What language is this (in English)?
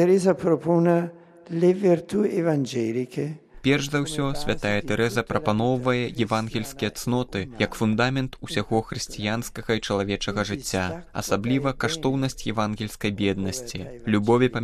Belarusian